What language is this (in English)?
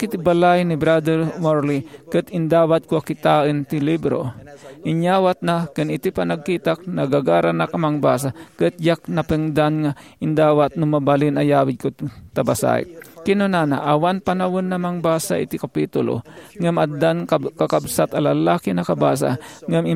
Iloko